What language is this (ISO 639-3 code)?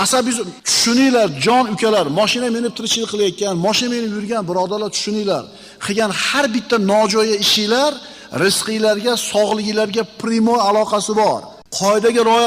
uzb